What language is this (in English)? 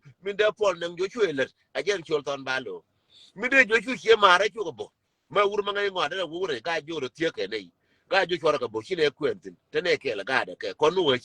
Nuer